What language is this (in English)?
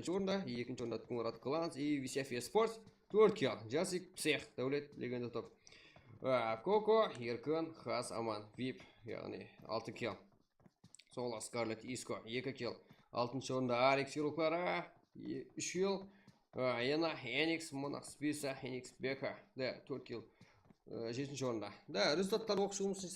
Kara-Kalpak